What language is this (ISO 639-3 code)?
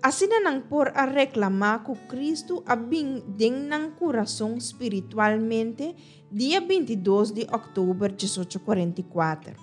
pap